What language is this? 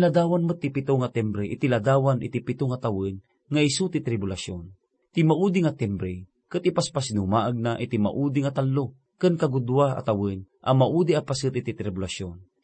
Iloko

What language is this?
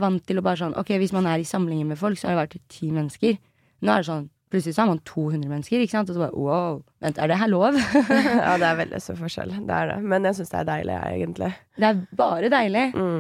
Norwegian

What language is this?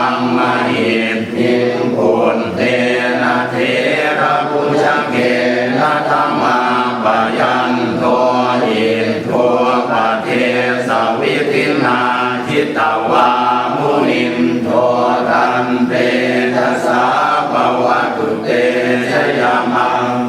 Pali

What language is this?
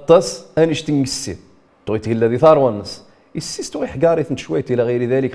Riffian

